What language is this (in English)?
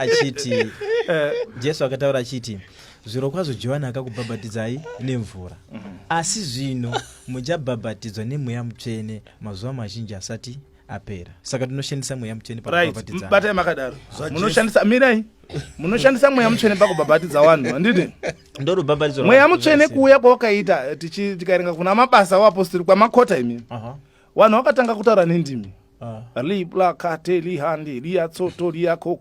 Shona